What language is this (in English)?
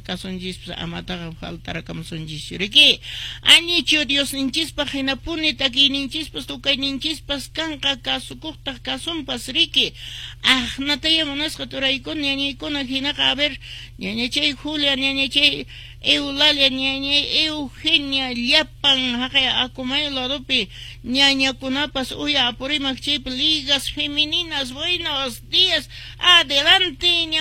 Quechua